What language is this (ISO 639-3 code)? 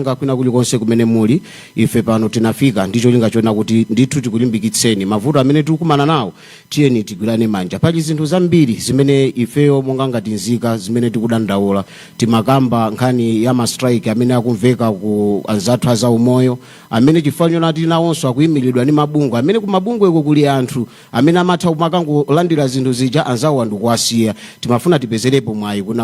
nya